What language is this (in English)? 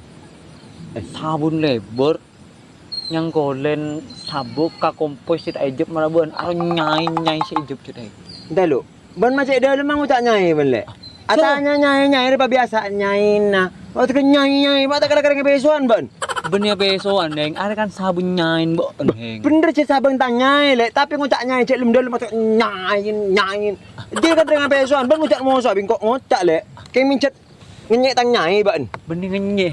Madurese